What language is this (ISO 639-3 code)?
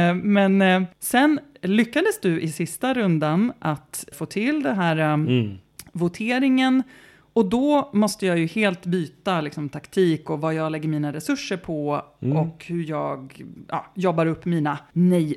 swe